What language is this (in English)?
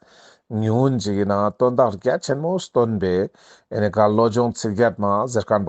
Ladakhi